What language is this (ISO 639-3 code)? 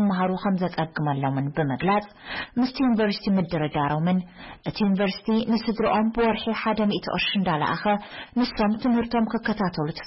tir